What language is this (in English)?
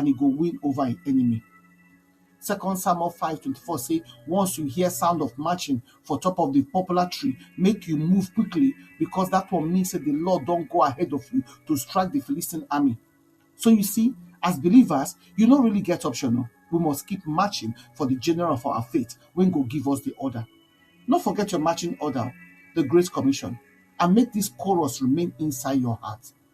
Nigerian Pidgin